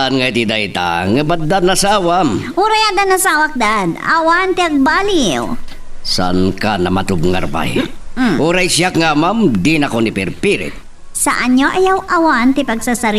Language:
Iloko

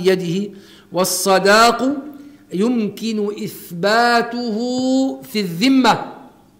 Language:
Arabic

